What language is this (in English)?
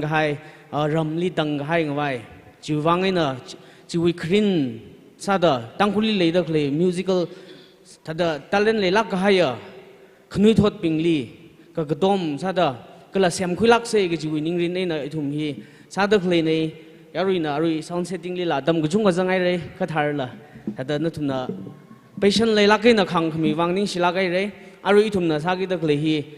Tangkhul Naga (India)